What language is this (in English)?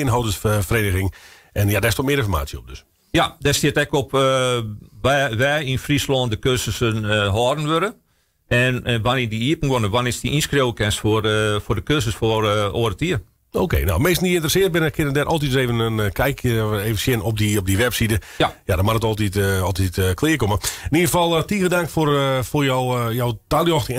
Western Frisian